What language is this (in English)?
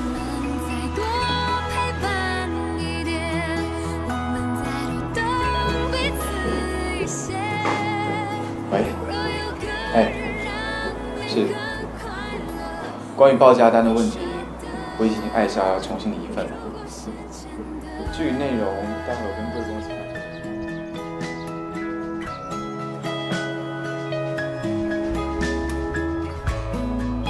Chinese